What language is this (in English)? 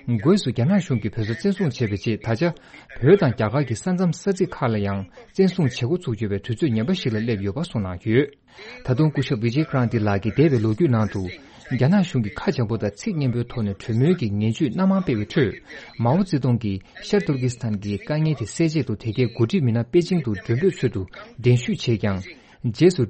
Tibetan